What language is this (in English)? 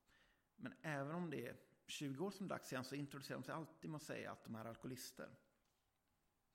Swedish